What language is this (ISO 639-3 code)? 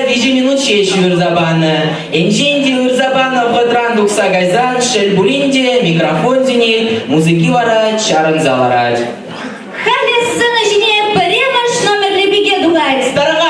chv